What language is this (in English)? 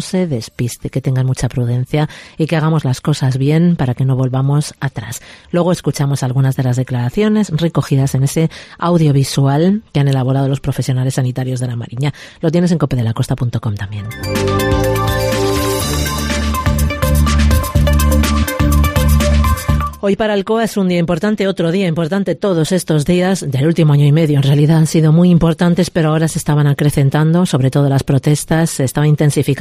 Spanish